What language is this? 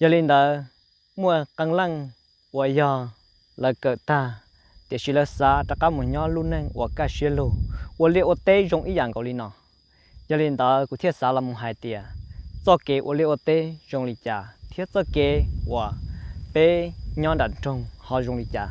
Hmong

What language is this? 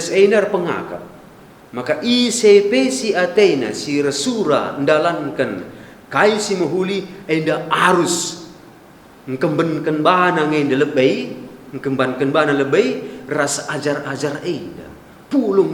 Batak Karo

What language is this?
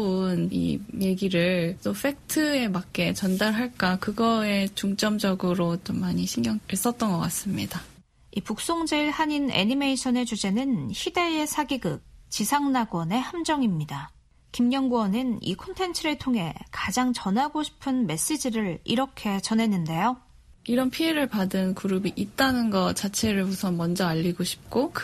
Korean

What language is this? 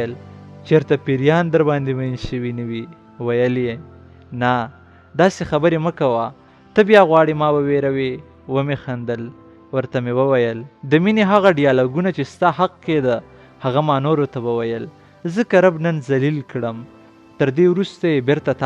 Pashto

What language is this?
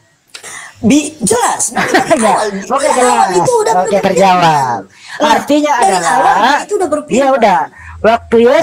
Indonesian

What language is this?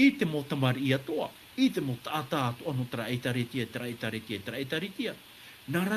Tahitian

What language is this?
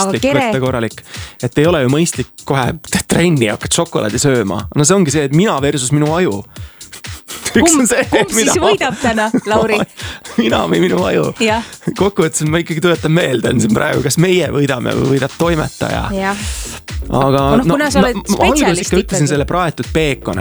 Estonian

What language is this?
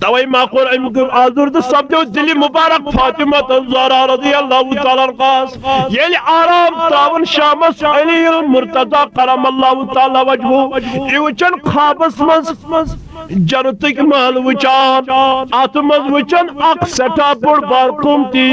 Kashmiri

